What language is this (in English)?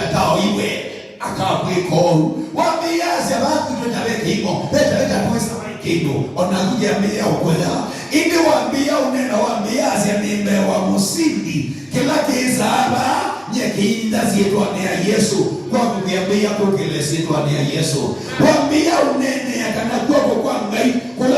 Kamba